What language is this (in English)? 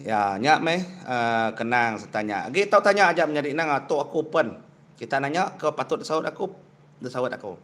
Iban